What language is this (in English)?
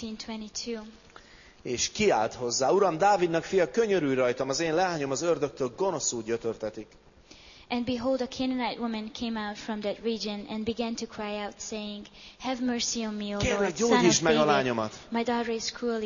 Hungarian